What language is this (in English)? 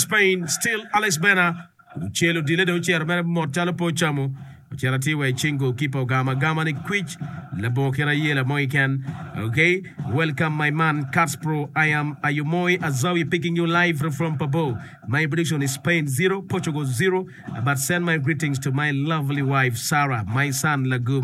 Acoli